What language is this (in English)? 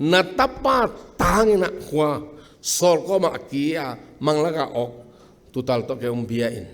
Tedim Chin